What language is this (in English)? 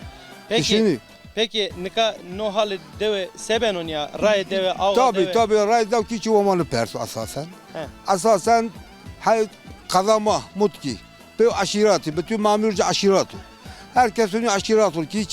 Zaza